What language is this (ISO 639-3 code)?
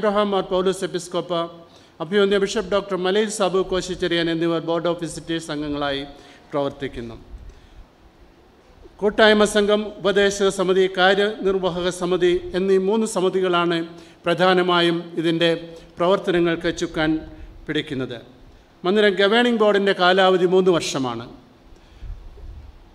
mal